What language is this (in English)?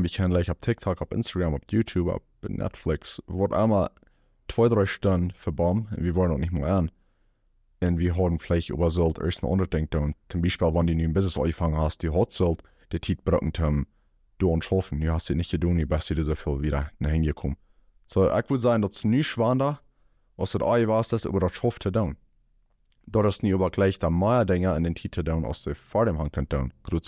Plautdietsch